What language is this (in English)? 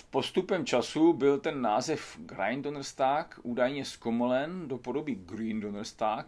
Czech